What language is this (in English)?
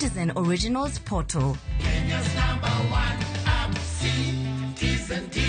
Luo (Kenya and Tanzania)